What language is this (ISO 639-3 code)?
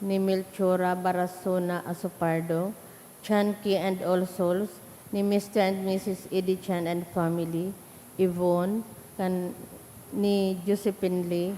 bik